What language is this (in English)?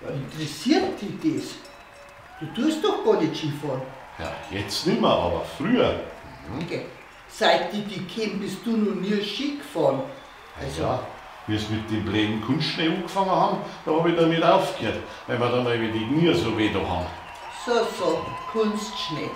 Bavarian